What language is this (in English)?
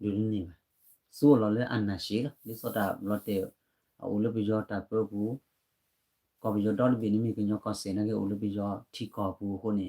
S'gaw Karen